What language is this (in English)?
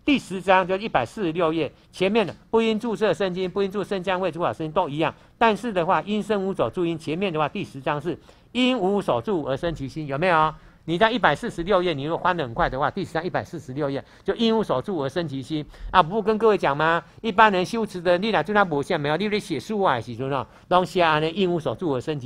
Chinese